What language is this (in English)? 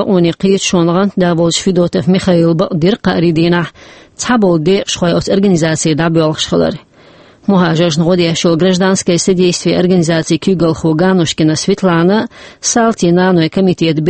Chechen